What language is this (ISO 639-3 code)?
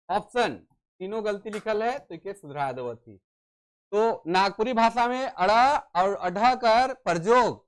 sck